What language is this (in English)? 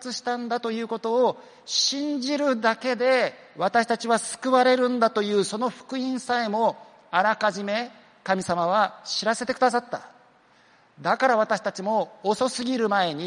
Japanese